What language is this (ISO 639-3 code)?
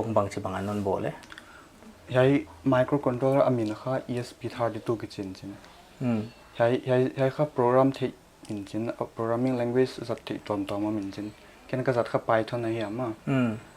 pck